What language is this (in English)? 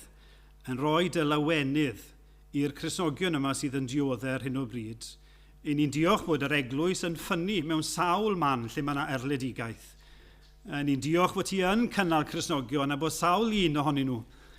Welsh